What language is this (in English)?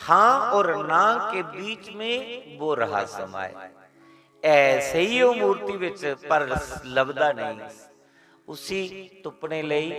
Dogri